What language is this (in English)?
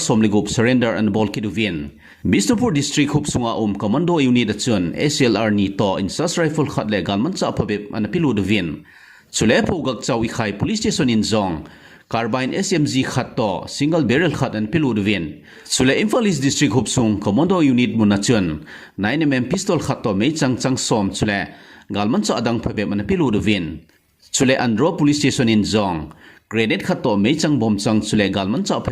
Thado Chin